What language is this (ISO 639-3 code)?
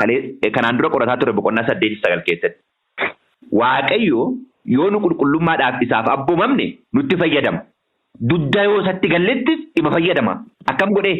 orm